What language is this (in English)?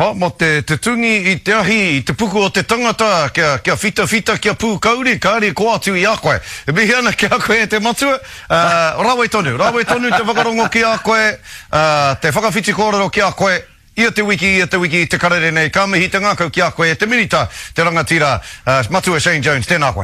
Māori